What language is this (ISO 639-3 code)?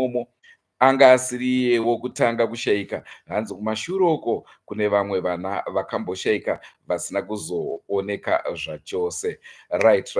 sna